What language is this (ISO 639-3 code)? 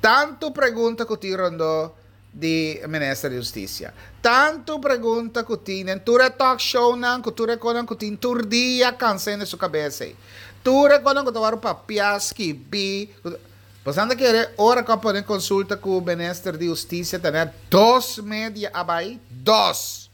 pap